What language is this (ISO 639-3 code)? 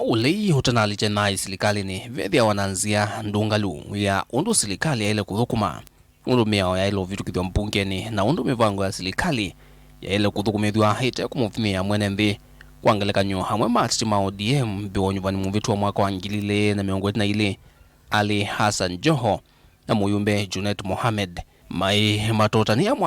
kam